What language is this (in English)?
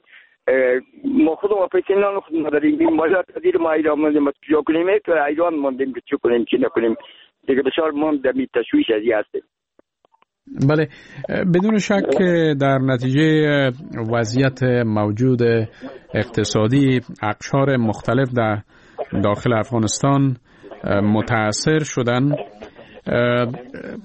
Persian